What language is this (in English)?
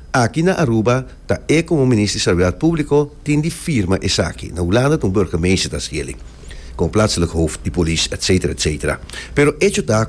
Papiamento